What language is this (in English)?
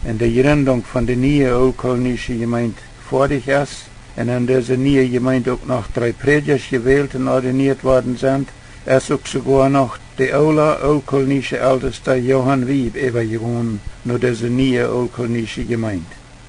Plautdietsch